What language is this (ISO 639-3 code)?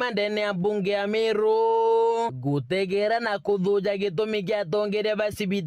mer